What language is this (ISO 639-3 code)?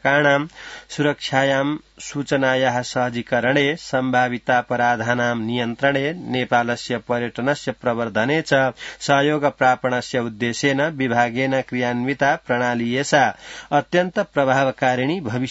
san